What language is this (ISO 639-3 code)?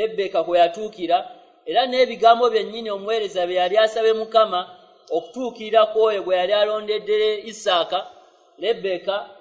lug